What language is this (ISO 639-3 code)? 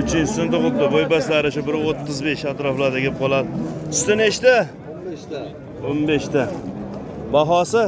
uzb